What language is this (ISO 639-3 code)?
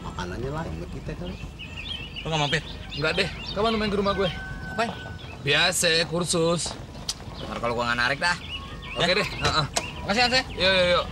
bew